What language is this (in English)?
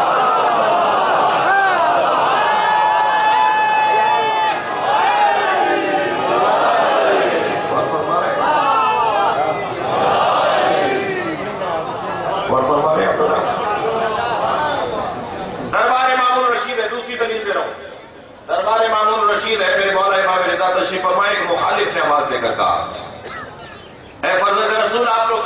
Urdu